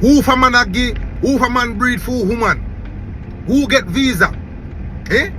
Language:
Jamaican Creole English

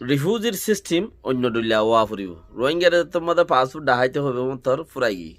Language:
Rohingya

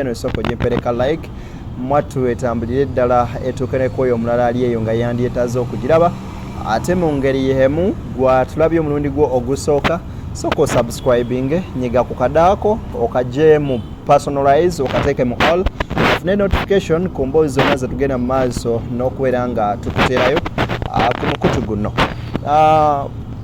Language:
Ganda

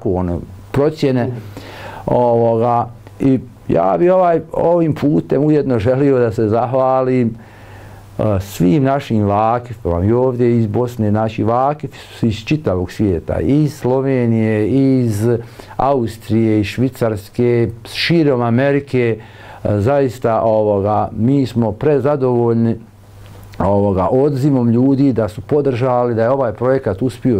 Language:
Bosnian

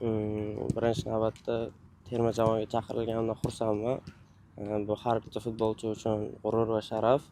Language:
Uzbek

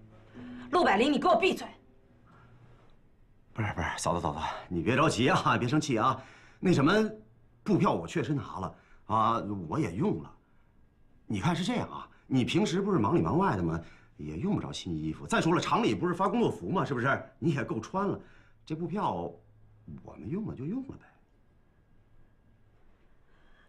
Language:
Chinese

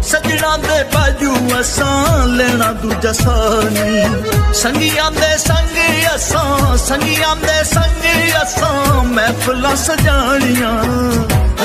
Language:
Punjabi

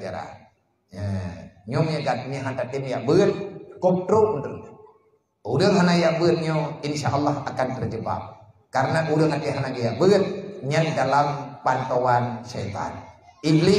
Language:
Achinese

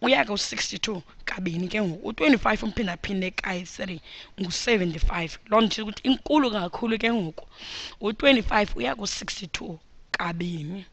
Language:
Xhosa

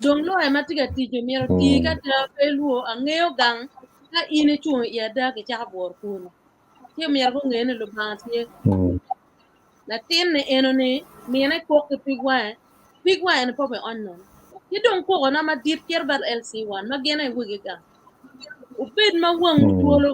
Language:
Acoli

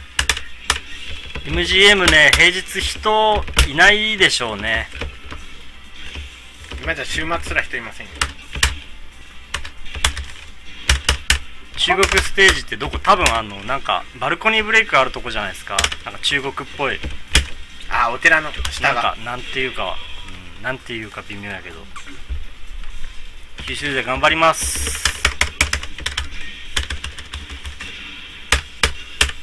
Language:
Japanese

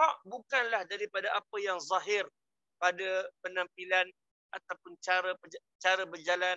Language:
Malay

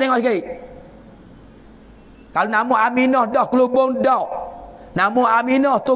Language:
Pattani Malay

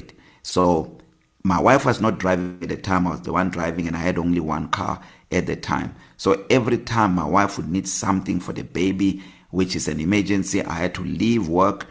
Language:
English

